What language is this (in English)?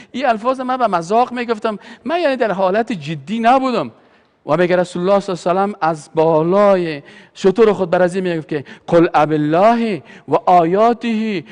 Persian